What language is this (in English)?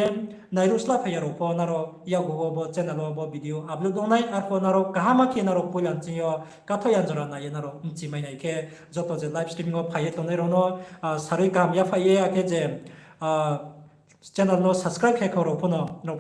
Riang (India)